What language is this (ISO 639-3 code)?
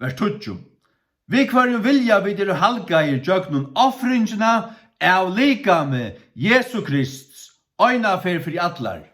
fao